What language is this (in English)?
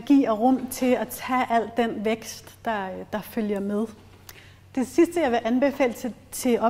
Danish